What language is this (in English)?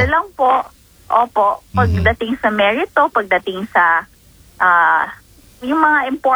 Filipino